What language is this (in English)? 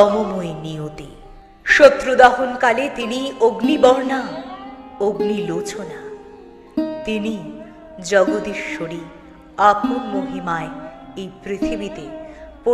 Bangla